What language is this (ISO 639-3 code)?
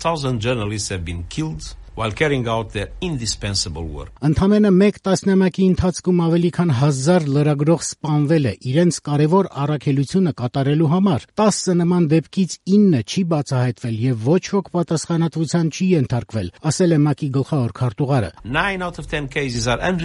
hye